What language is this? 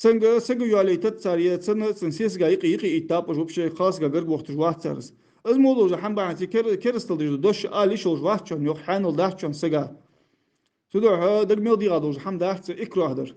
Ingush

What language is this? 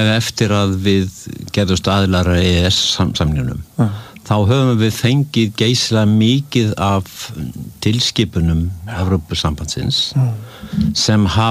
Icelandic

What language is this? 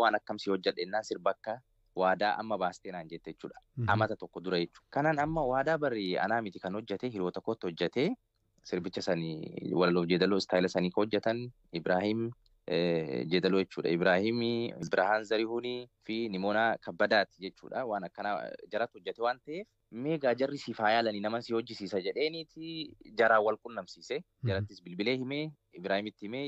Oromo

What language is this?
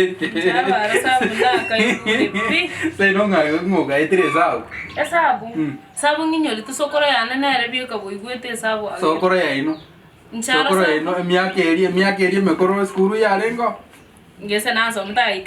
Gusii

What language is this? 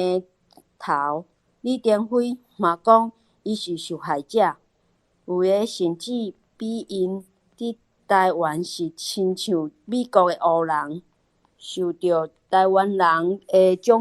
Min Nan Chinese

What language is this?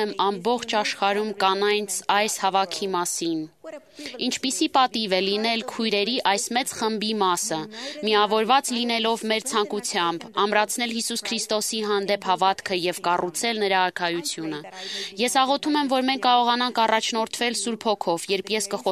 Armenian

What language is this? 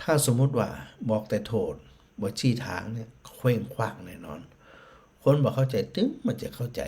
Northern Thai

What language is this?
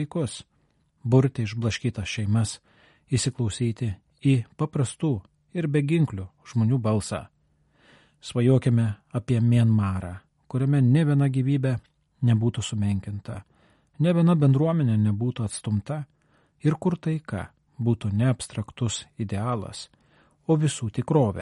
Lithuanian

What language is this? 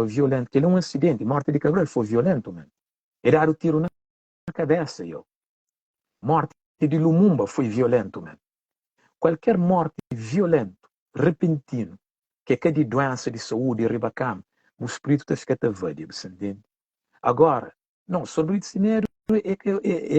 Kabuverdianu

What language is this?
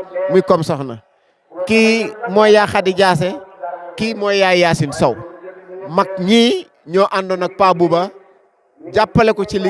Wolof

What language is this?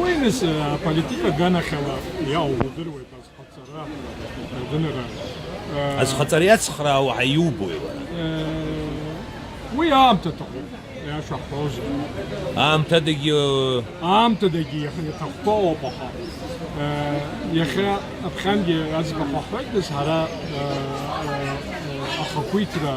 Abkhazian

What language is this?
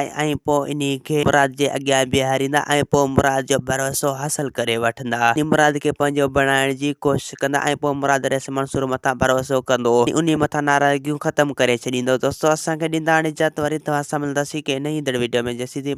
Sindhi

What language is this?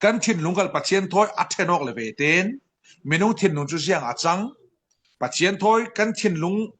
Falam Chin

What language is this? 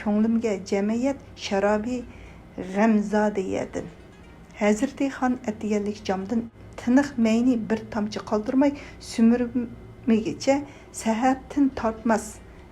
Uyghur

